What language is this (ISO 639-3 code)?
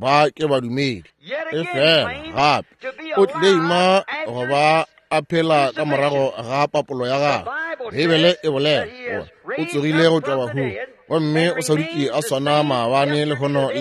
nso